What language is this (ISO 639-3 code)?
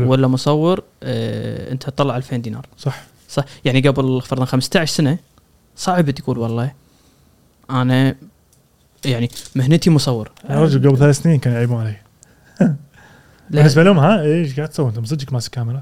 afb